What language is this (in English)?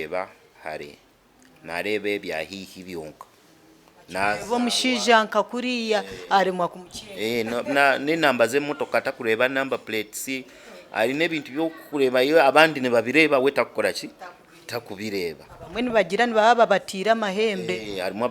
Nyankole